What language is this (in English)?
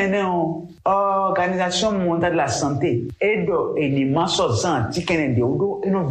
Fon